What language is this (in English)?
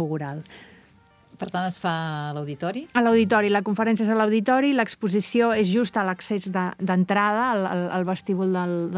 Catalan